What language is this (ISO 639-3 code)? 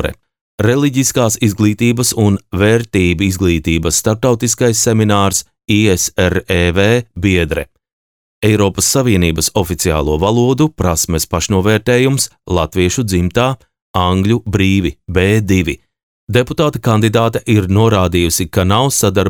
lav